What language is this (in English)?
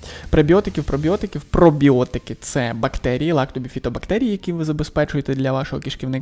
Ukrainian